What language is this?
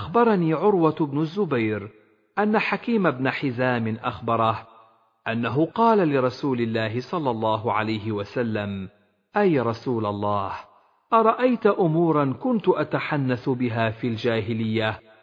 Arabic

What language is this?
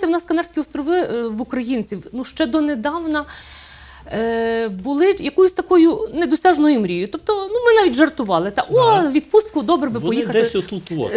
Ukrainian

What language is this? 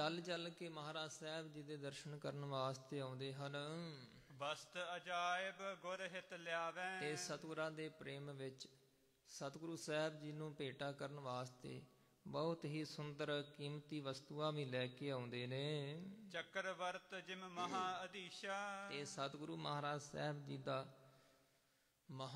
Punjabi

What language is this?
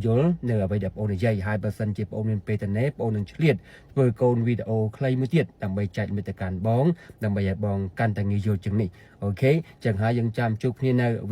Khmer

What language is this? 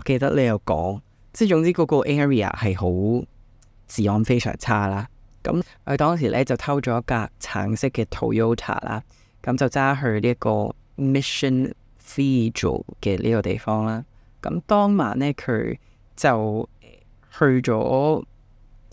Cantonese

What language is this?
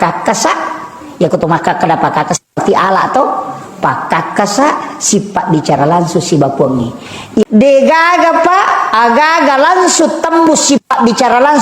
Buginese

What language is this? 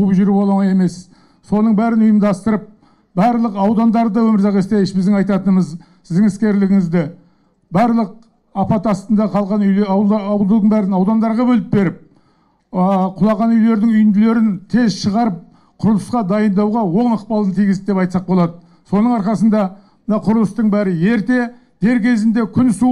Kazakh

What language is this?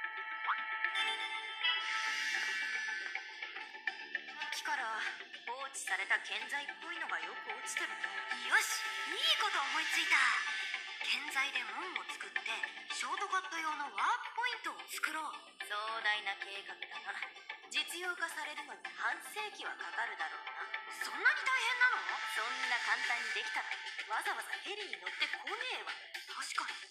Japanese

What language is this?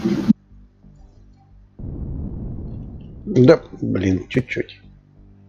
Russian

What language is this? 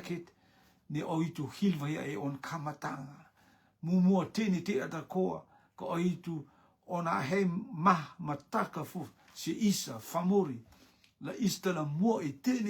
Rotuman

